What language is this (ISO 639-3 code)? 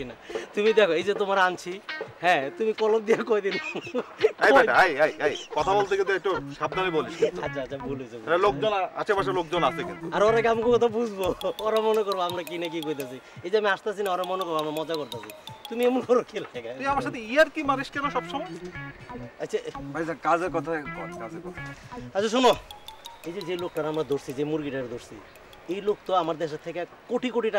ben